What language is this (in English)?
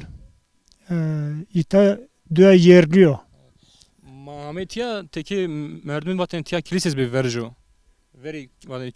Zaza